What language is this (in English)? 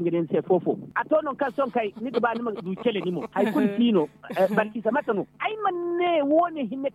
Zarma